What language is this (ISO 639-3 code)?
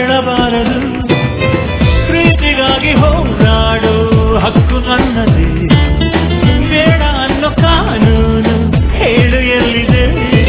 kan